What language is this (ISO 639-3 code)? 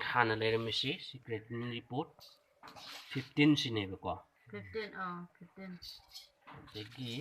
mni